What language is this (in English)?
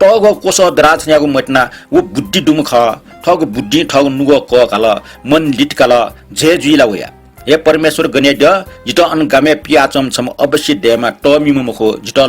Newari